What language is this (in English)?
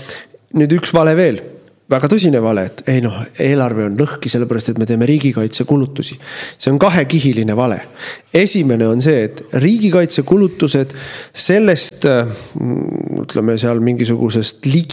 Estonian